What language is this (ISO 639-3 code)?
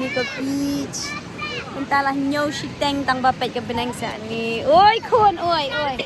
kha